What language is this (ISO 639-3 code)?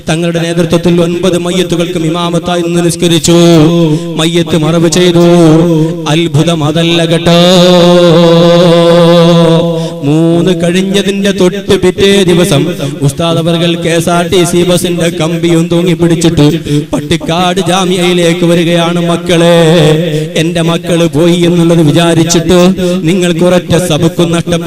mal